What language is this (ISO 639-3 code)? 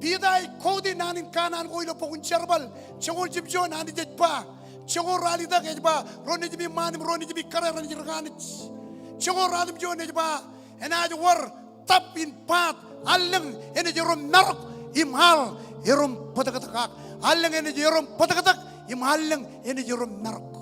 mah